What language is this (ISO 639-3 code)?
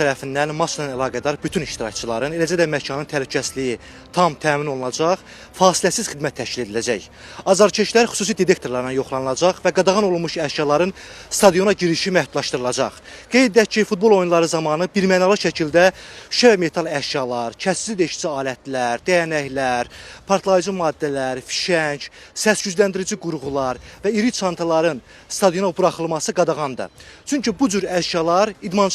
aze